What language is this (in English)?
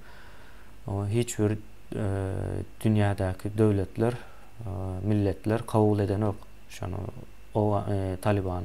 Turkmen